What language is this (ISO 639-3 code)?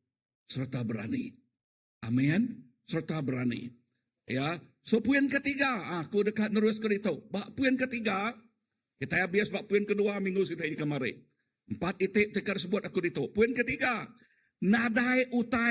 iba